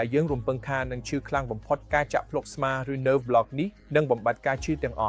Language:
Khmer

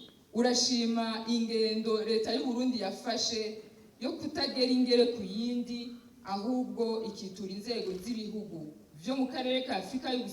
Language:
Rundi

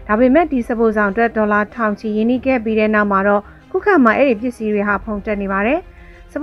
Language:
Burmese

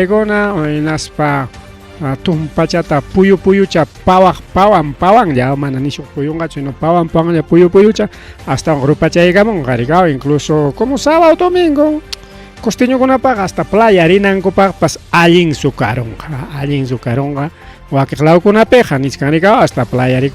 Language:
Ayacucho Quechua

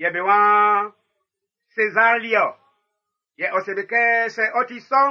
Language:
Baoulé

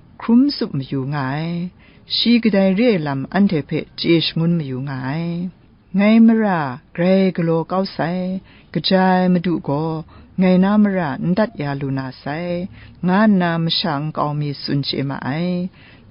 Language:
Kachin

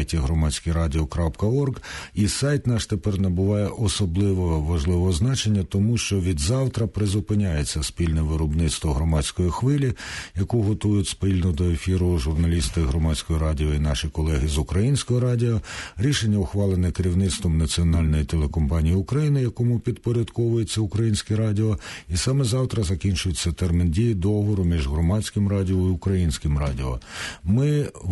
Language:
Ukrainian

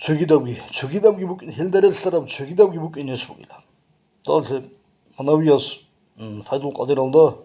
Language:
Avaric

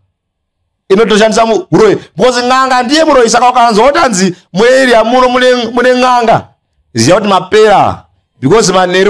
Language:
Shona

